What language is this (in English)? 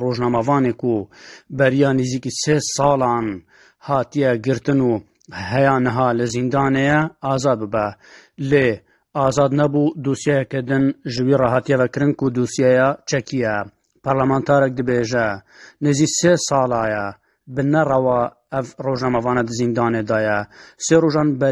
Kurdish